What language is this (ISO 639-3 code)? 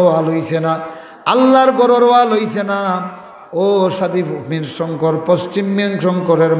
syl